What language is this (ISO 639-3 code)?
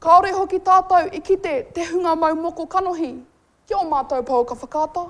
mri